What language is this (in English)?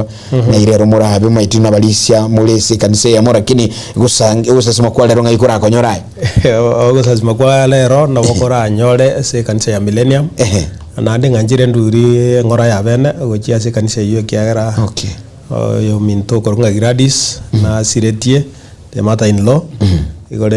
Gusii